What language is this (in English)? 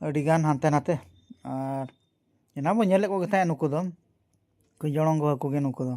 Santali